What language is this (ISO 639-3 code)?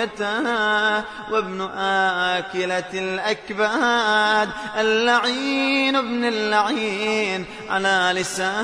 ara